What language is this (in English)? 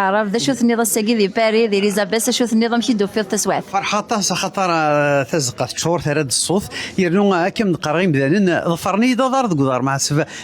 Kabyle